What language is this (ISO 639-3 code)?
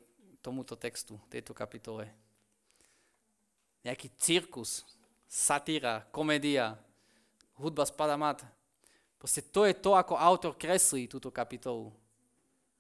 slk